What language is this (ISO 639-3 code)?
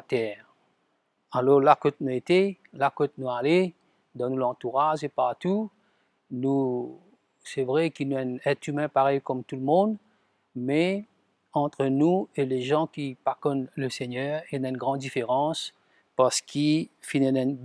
mfe